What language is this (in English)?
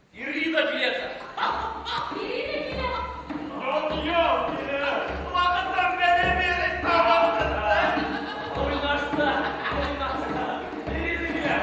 Bashkir